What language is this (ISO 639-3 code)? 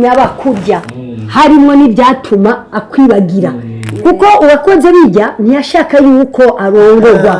run